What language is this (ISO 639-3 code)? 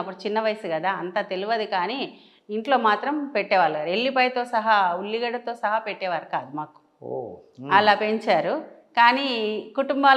tel